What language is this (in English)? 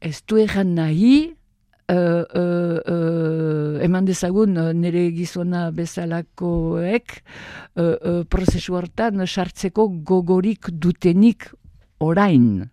Basque